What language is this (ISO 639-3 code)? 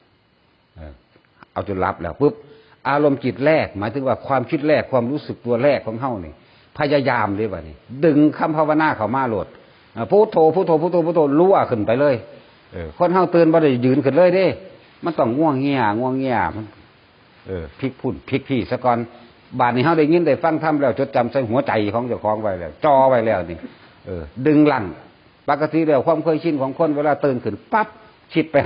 tts